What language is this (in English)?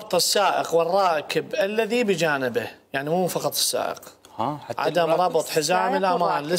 Mesopotamian Arabic